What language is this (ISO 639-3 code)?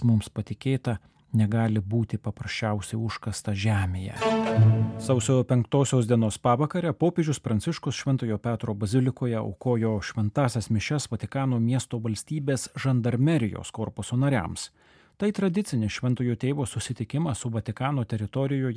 lit